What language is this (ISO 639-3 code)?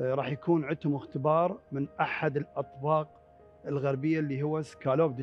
acm